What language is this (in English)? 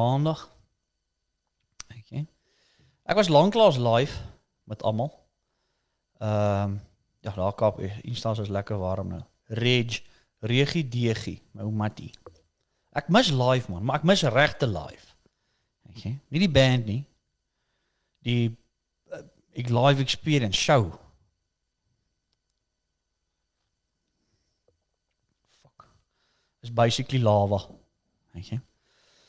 Afrikaans